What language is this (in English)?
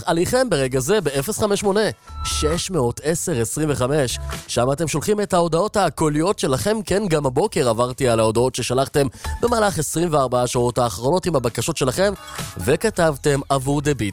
Hebrew